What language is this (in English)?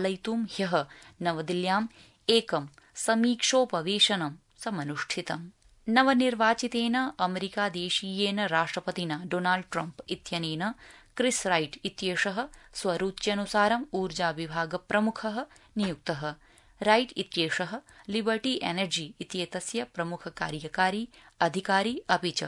Sanskrit